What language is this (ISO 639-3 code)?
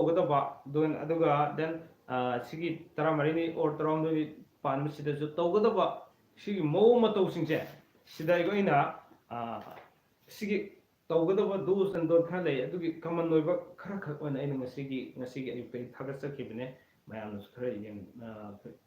mni